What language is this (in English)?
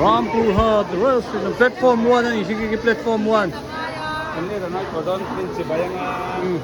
Hmar